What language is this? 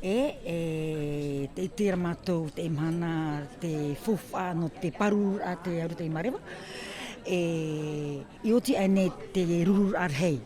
Tahitian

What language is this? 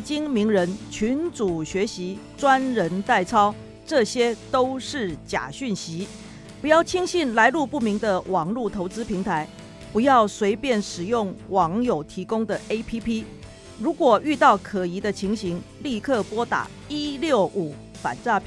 Chinese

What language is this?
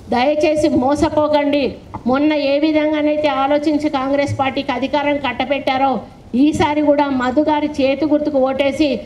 Telugu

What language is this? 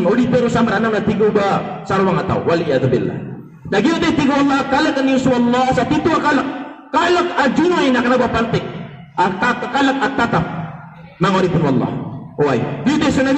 Maranao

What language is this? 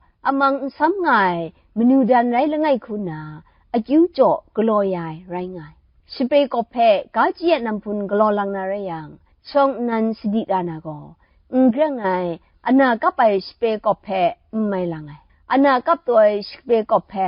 Kachin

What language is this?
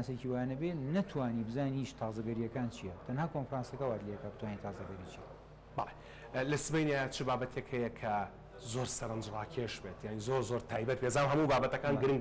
Central Kurdish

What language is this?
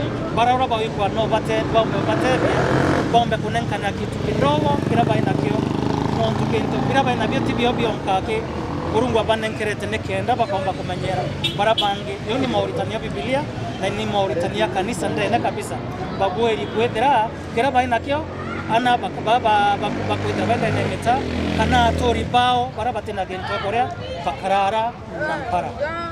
Meru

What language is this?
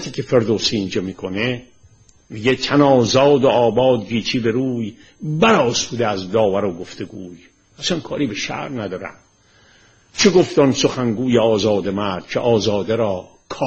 Persian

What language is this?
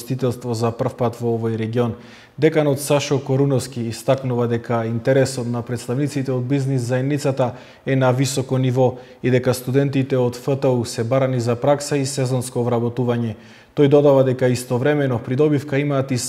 Macedonian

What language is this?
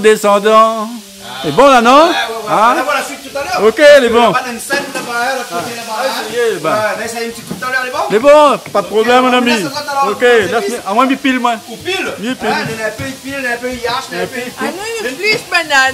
Réunion Creole French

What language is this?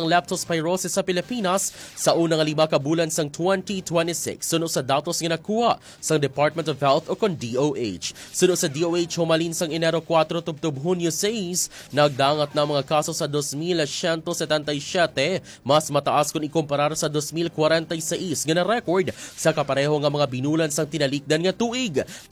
Hiligaynon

